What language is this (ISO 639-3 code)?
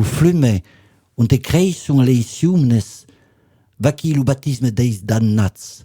oci